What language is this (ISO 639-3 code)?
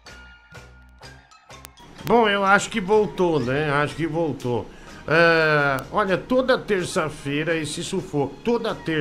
por